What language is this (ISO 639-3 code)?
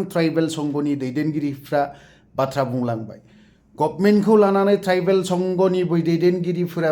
brx